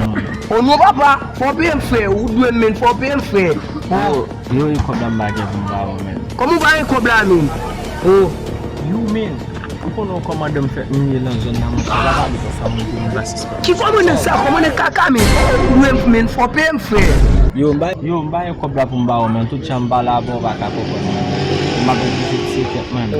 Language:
Haitian Creole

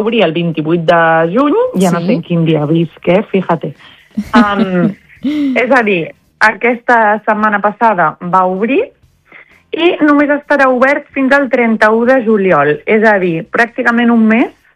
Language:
Catalan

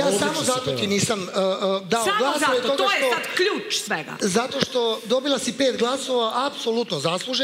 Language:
Serbian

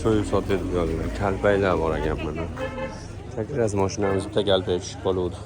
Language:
Uzbek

